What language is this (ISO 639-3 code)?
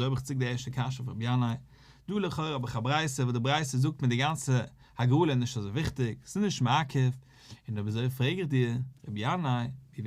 yid